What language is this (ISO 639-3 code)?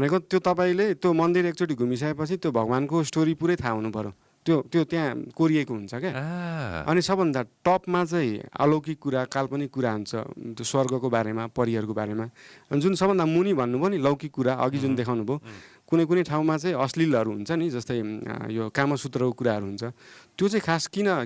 nep